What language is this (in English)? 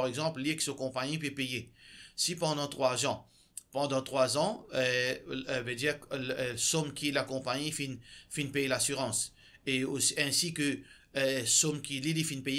Morisyen